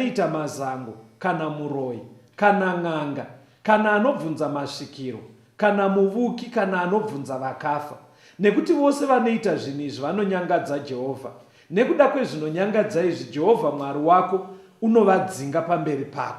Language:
Shona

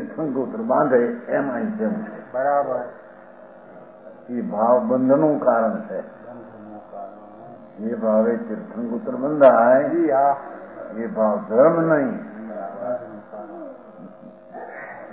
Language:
Gujarati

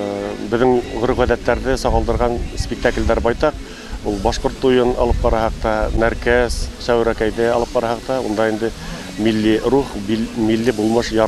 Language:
Bashkir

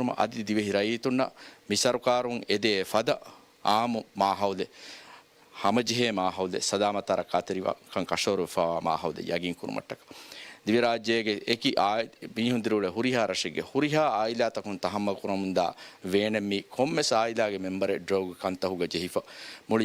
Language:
Divehi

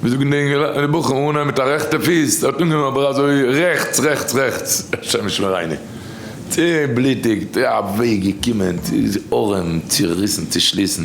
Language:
Yiddish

